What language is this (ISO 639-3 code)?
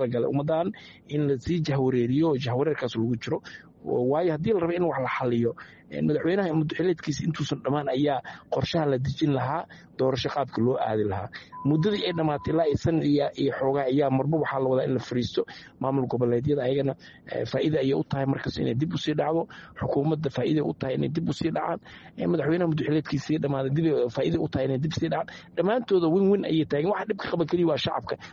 som